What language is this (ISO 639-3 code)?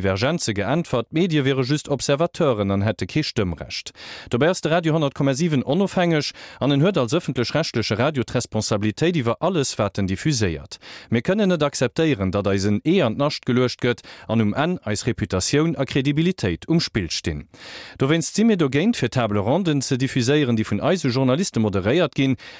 ltz